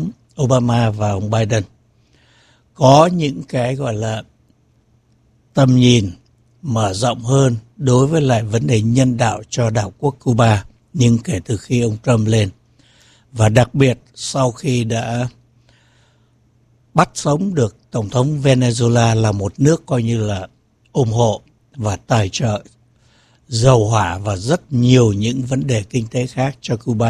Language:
Vietnamese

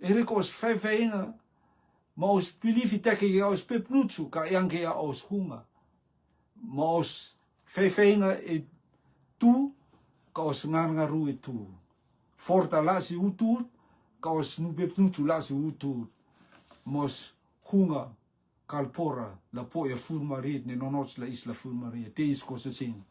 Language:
Rotuman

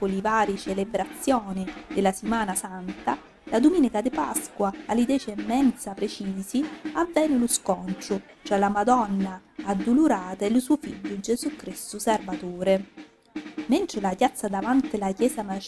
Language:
Sicilian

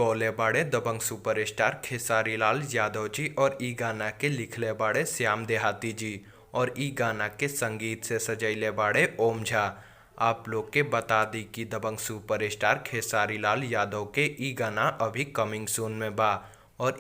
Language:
Bhojpuri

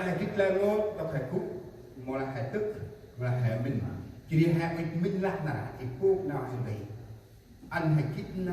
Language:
Central Mnong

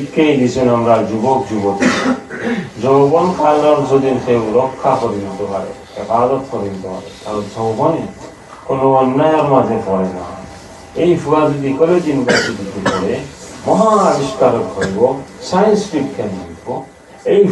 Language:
Sylheti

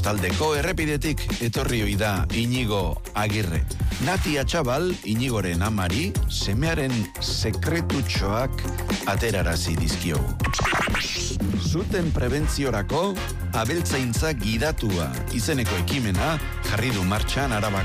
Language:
Basque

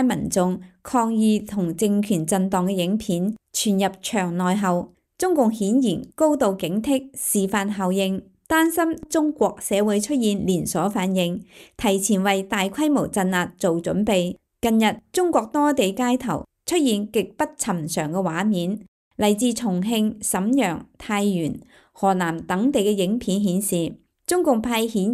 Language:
Cantonese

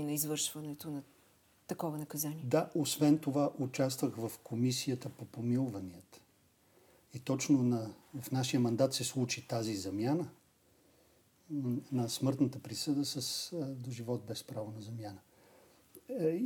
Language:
Bulgarian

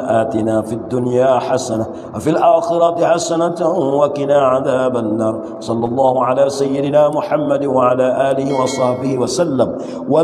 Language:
Pattani Malay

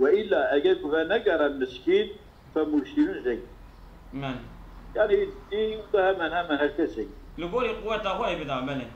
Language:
Kurdish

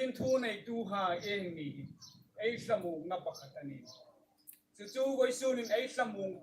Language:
Hmar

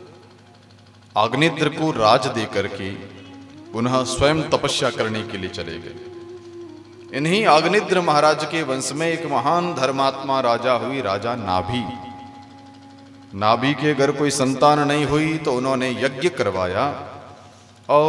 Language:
Hindi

